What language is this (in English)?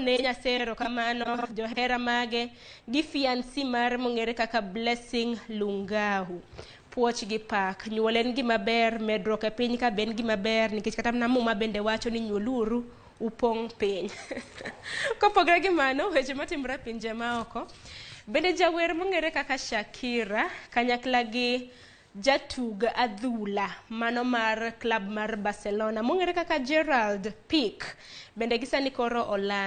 Luo (Kenya and Tanzania)